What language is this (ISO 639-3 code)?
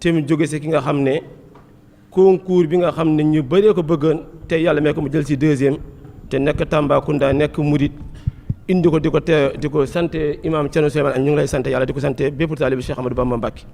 wol